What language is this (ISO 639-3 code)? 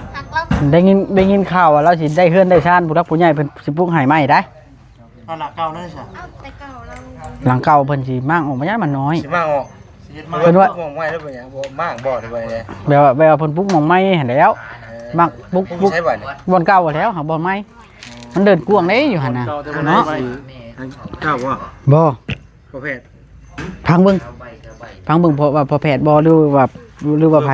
lao